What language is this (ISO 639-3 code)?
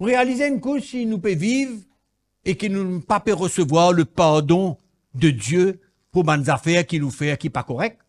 mfe